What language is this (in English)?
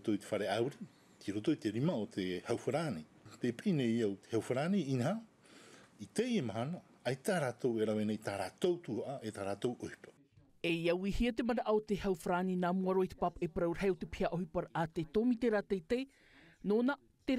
Tahitian